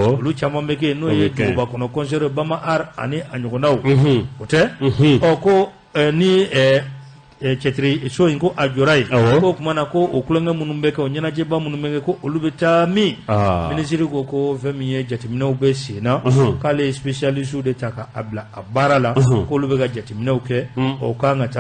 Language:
Bambara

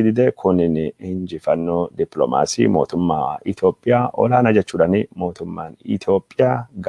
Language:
Oromo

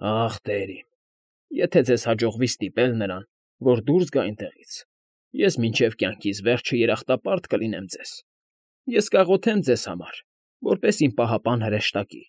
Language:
Armenian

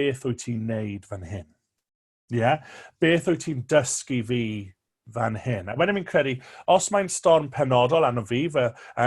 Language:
Welsh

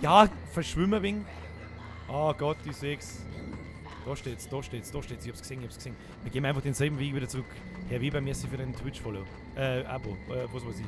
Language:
Bavarian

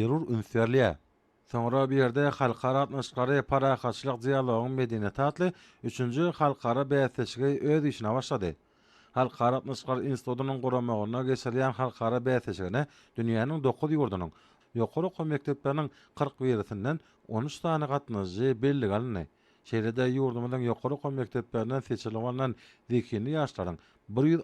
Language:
Turkmen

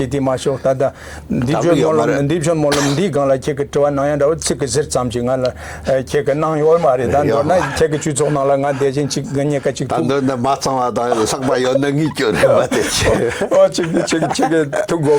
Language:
Tibetan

